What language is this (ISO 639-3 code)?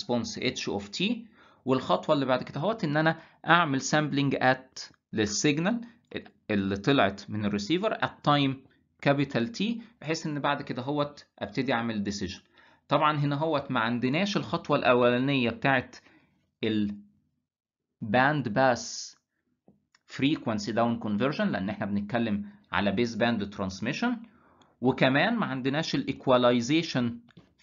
arz